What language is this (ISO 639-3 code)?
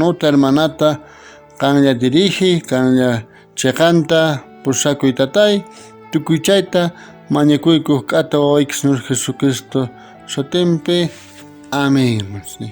quh